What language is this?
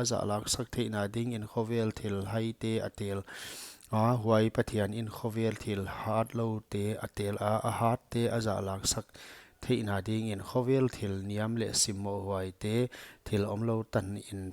Paite Chin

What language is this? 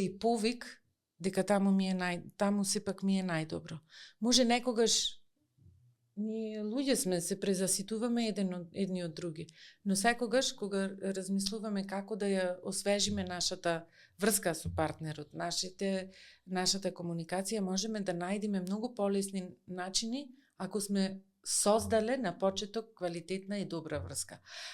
Macedonian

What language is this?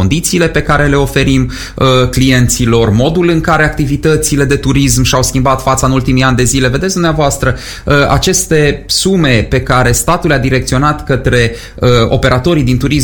Romanian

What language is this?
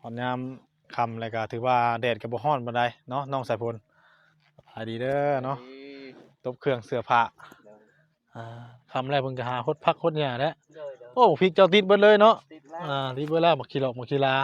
Northeastern Thai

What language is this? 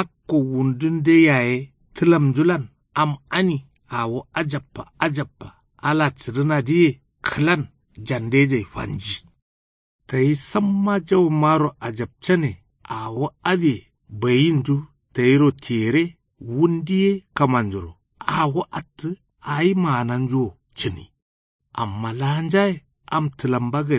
Kanuri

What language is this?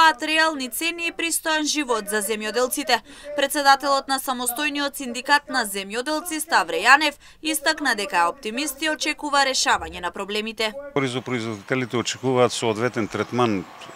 Macedonian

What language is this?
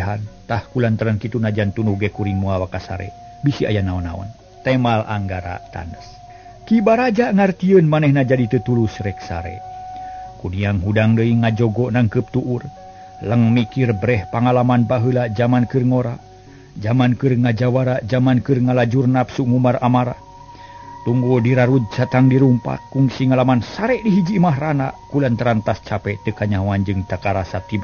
Sundanese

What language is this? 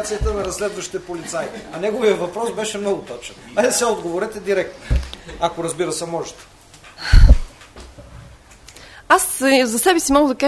Bulgarian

